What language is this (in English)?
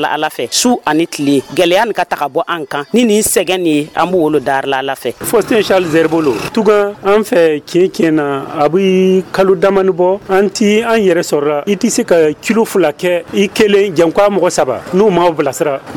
Dyula